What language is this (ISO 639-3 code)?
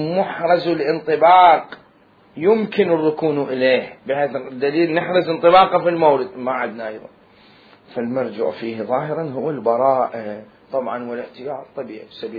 acm